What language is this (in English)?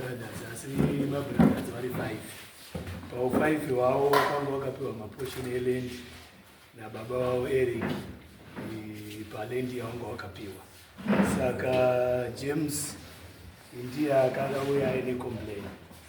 Shona